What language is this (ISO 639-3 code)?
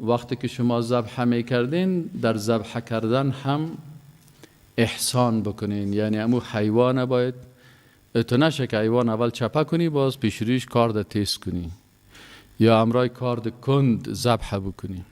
fas